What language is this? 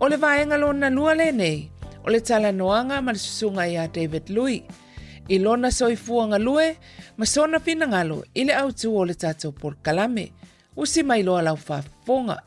Samoan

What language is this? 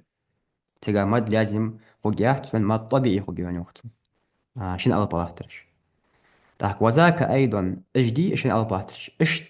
Ingush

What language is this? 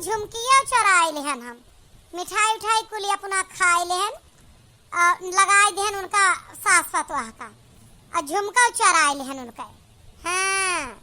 Awadhi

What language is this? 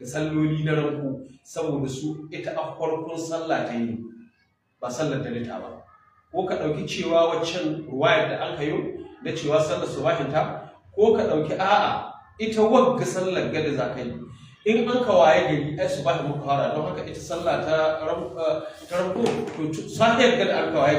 Hausa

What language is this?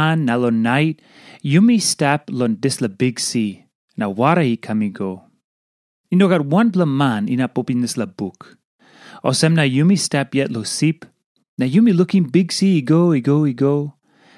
Tok Pisin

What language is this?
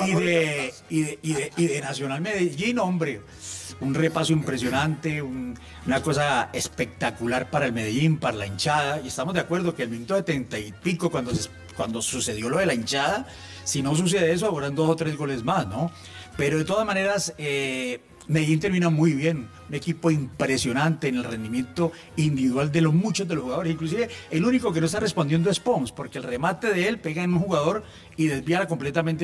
Spanish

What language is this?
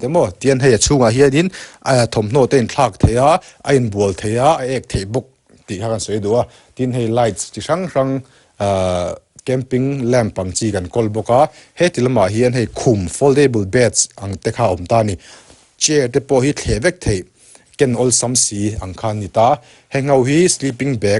Mizo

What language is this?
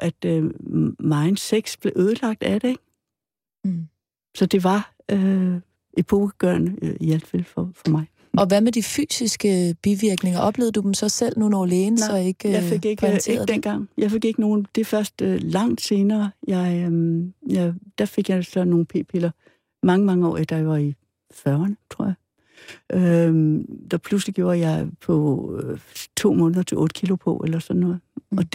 Danish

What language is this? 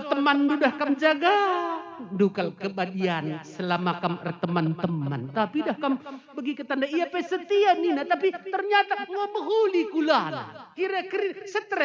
Batak Karo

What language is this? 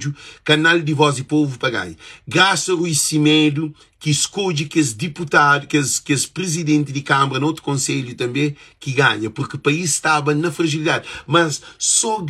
Kabuverdianu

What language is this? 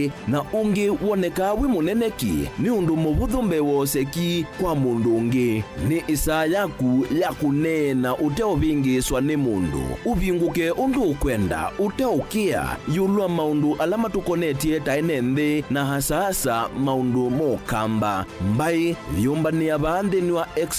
Kamba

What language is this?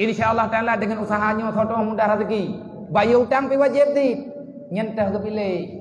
Achinese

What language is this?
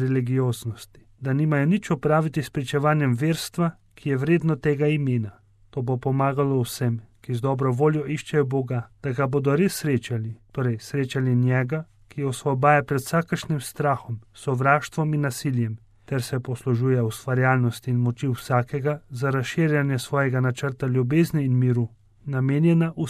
Slovenian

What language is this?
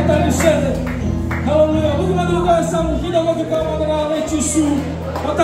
Fijian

